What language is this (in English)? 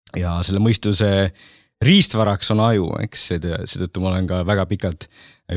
Estonian